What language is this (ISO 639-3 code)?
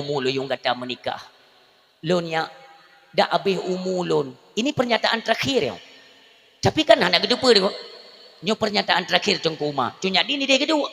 ace